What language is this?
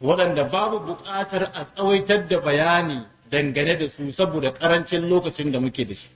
Hausa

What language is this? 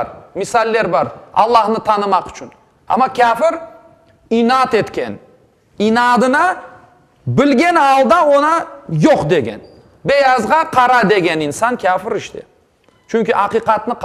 Crimean Tatar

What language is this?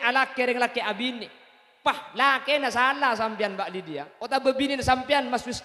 Madurese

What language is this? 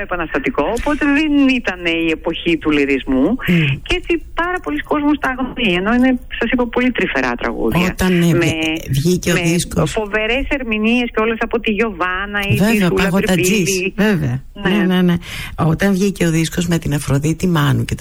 Greek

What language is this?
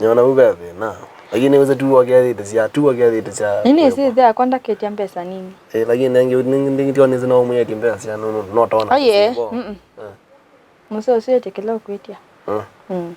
Kamba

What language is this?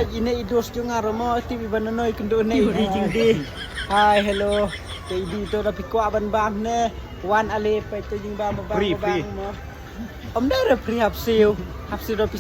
Khasi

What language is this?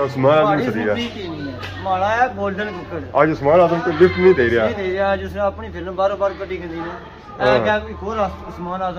Pahari-Potwari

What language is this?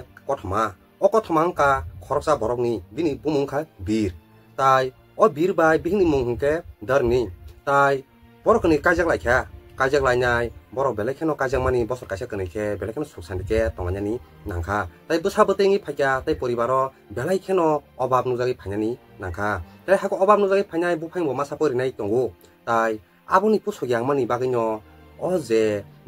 Kok Borok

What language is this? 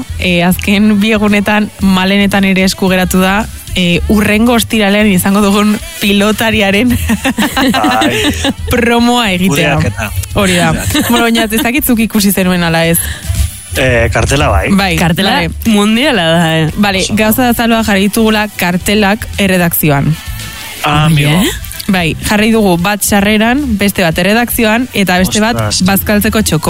Basque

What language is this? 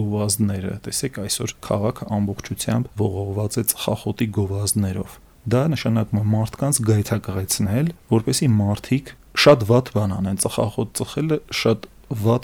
Armenian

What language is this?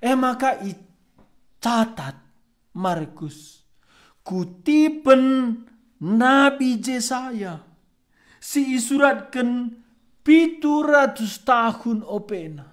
Batak Karo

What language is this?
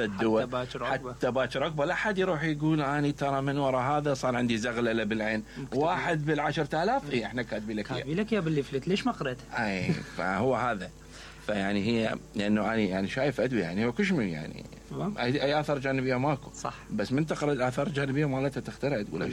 Mesopotamian Arabic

